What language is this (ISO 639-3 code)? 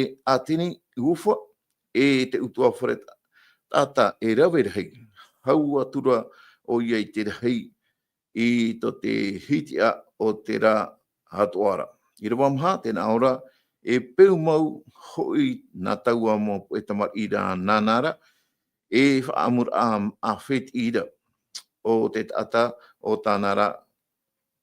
tah